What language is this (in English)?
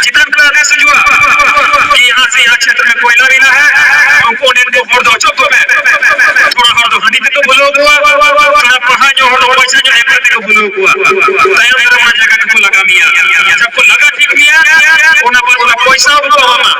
Santali